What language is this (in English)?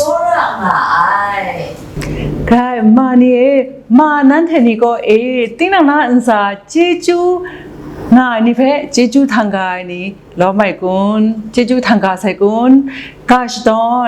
Kachin